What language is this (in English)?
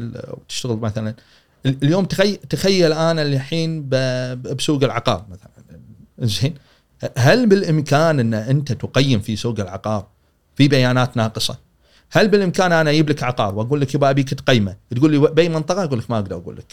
Gulf Arabic